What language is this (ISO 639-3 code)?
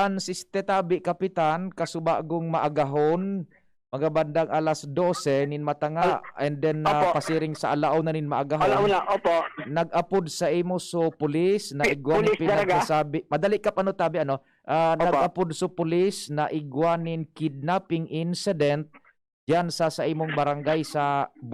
bik